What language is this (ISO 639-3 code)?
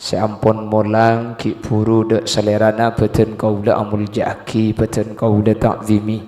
mad